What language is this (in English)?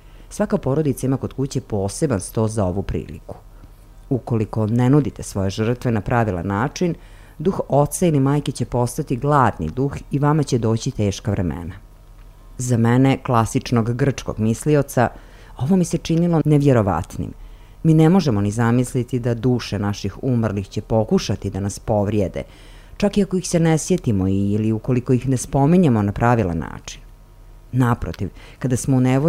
Serbian